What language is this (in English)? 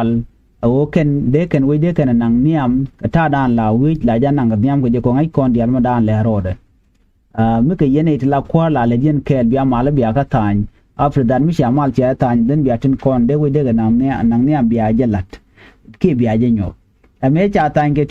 Nuer